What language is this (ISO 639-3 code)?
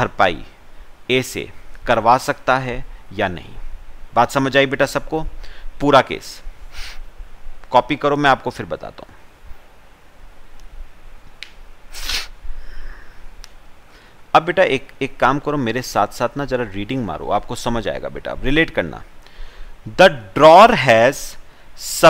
hin